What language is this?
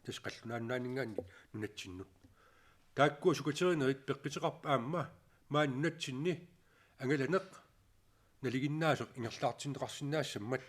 Kalaallisut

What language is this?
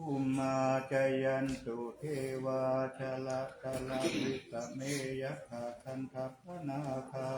Pali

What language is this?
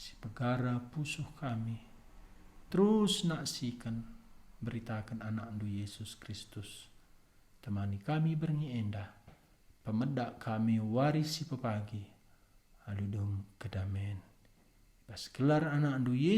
Batak Karo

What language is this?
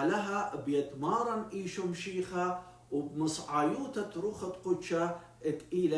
Assyrian Neo-Aramaic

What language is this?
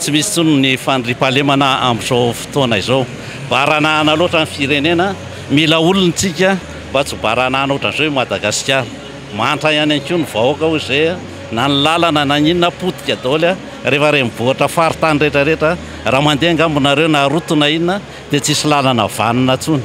Malagasy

